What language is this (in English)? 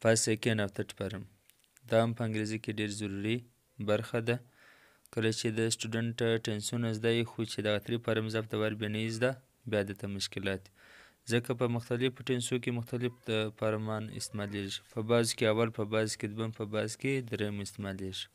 Pashto